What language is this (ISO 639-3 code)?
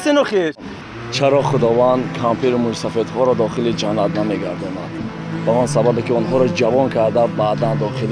tgk